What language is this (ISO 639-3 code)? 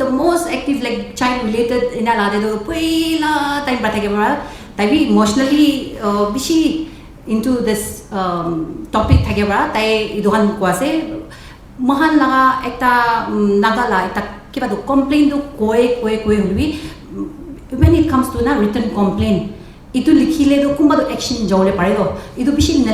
nag